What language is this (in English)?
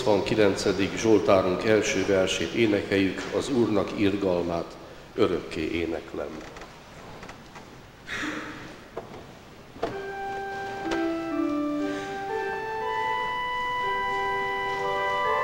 Hungarian